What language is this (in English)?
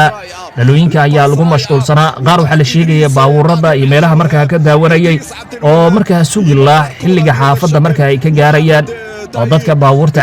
Somali